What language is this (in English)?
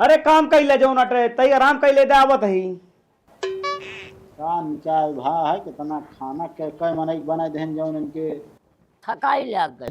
Awadhi